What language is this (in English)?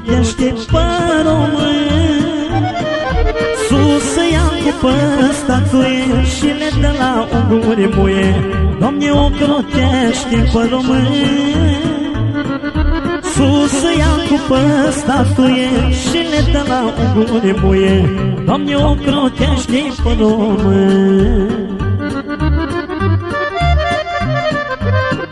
Romanian